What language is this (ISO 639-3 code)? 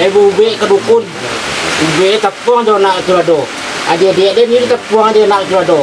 min